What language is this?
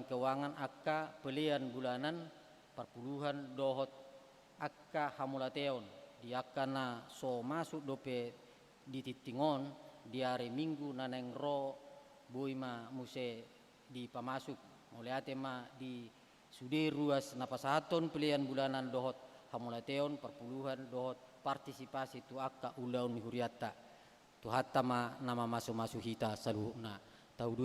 Batak Toba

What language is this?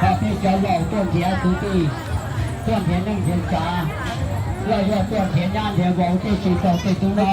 Hmong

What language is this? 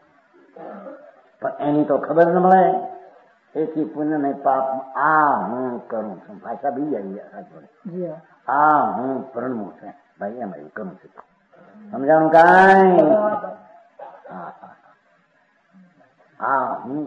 Gujarati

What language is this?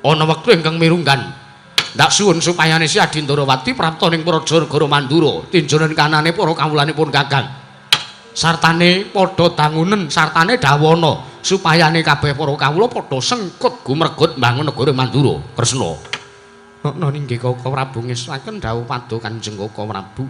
Javanese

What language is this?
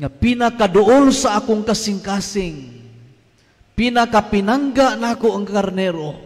Cebuano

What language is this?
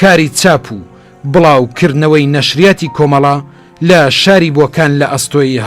Central Kurdish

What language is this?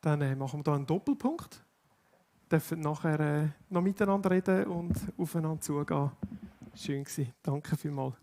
Swiss German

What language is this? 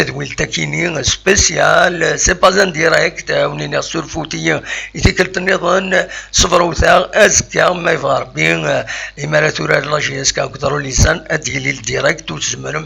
Kabyle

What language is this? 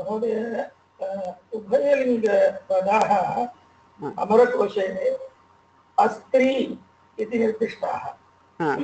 Sanskrit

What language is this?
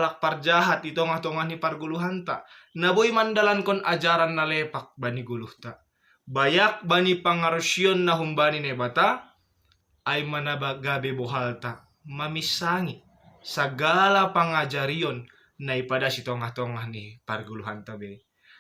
Batak Simalungun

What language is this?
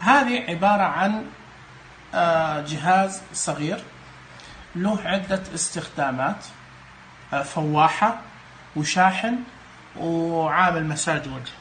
Najdi Arabic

